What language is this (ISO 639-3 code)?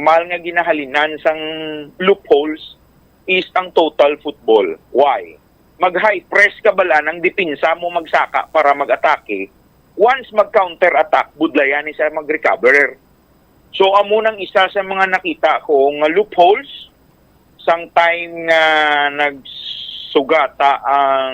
hil